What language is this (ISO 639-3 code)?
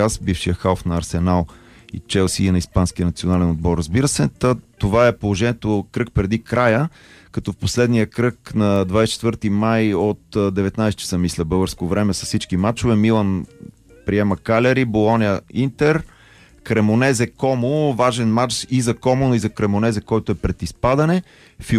bul